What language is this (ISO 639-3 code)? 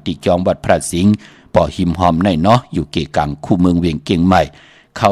shn